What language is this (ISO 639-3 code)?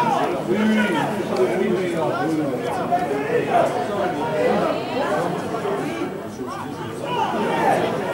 fra